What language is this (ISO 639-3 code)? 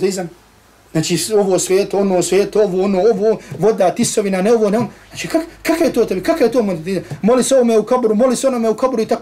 bos